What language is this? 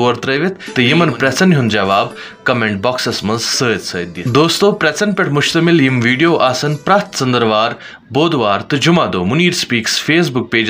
Kashmiri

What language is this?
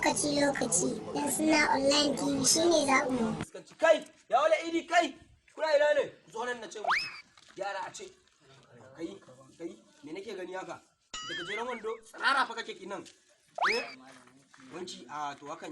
Hausa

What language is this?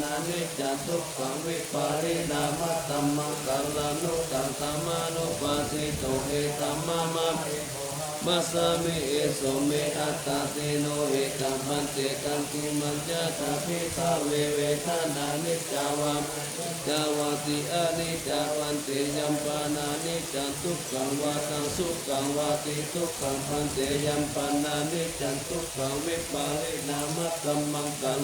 Pali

